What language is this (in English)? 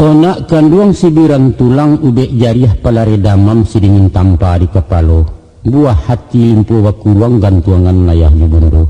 Minangkabau